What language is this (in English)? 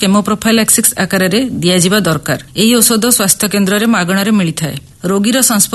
Odia